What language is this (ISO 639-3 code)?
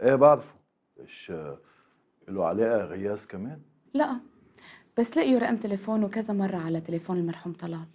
apc